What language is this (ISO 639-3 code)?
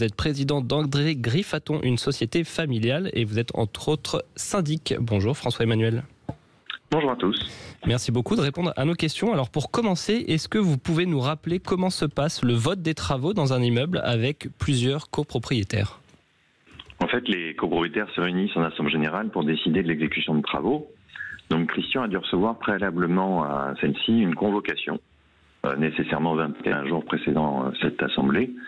fra